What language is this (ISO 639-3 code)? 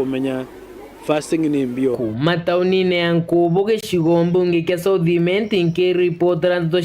mer